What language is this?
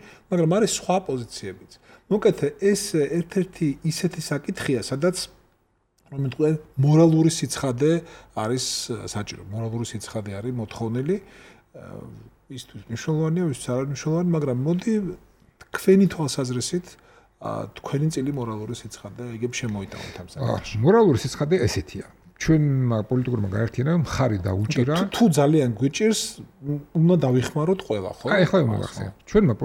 Georgian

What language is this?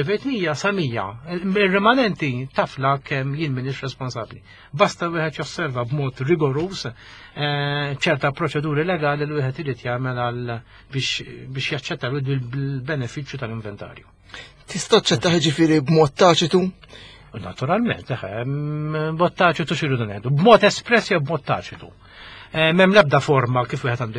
Maltese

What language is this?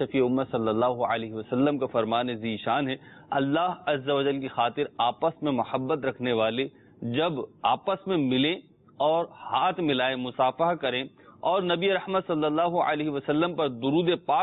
Urdu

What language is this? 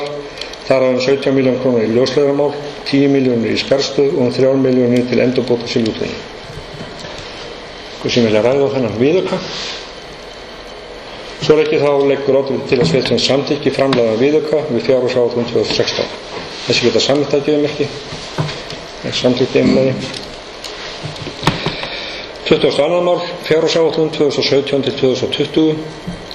Icelandic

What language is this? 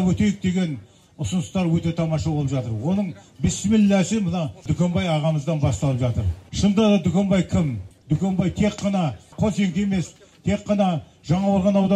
Kazakh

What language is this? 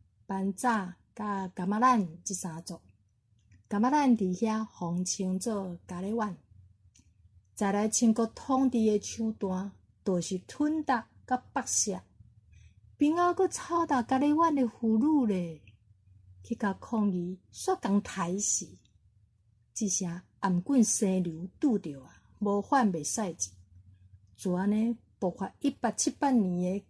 Min Nan Chinese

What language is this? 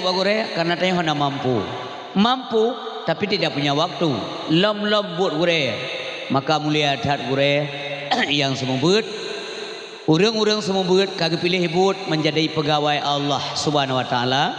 Achinese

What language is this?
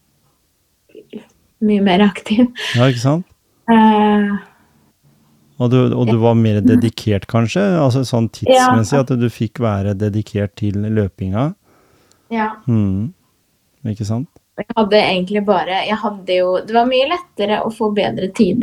Norwegian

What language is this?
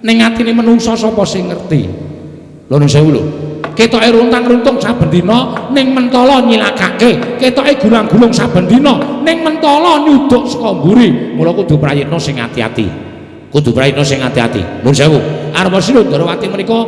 Javanese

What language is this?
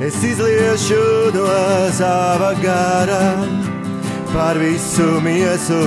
Latvian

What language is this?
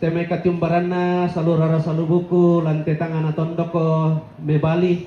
Toraja-Sa'dan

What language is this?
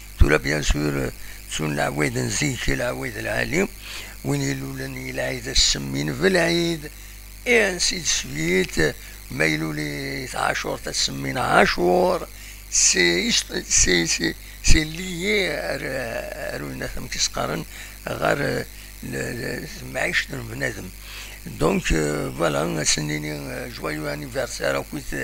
Kabyle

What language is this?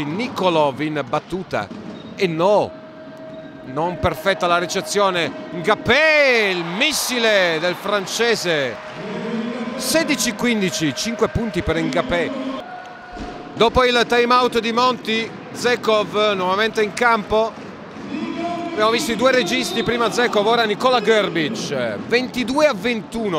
Italian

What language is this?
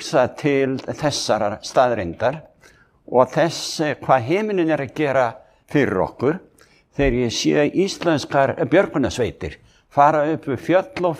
Icelandic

